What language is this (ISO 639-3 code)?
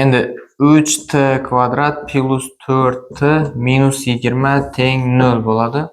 uzb